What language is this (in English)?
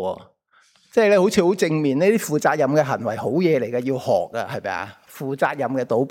Cantonese